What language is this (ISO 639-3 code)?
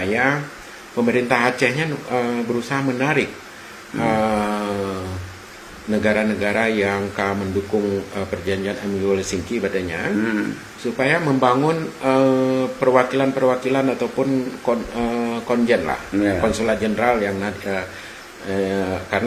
ace